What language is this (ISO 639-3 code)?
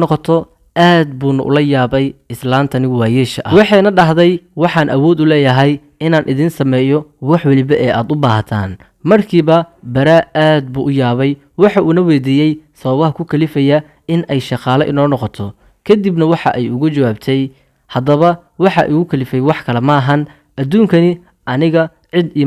som